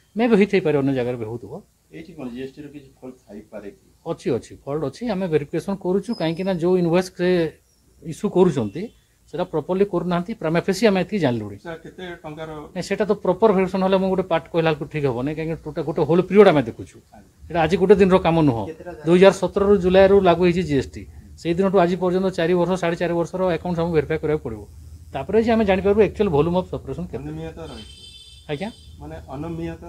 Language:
Odia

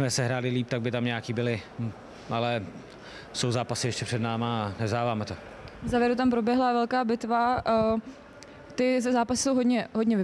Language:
Czech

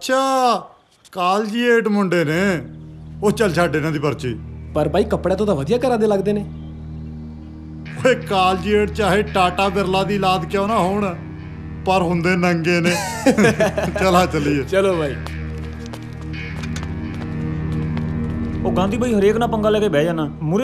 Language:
Punjabi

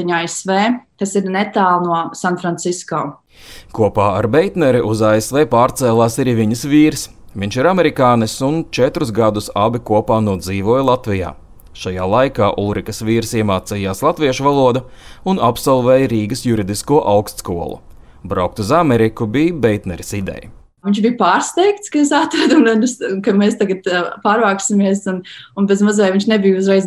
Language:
Latvian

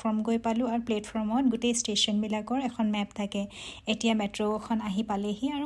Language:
Assamese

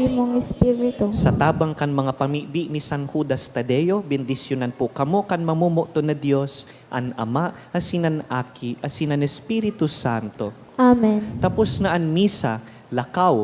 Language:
Bikol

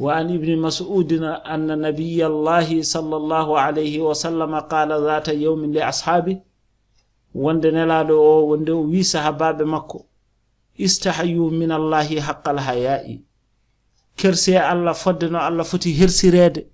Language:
Fula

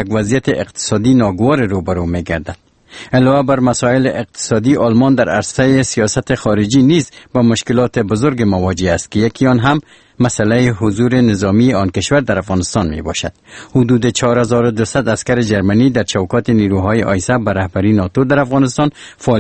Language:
Persian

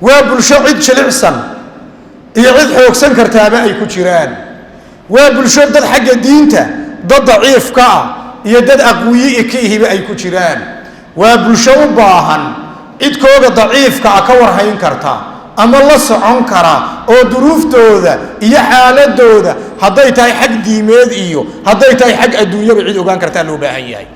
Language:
Somali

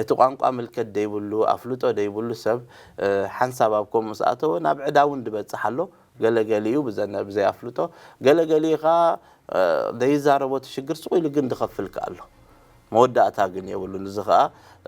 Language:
Tigrinya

